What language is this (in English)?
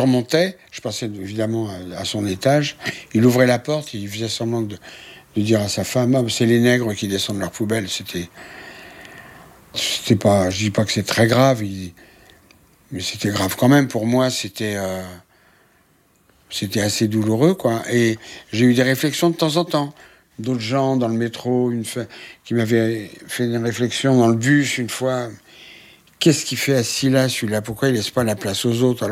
French